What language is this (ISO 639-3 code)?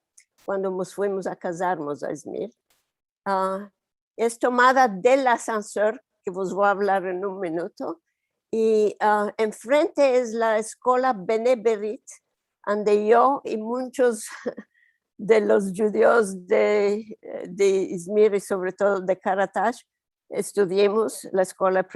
lad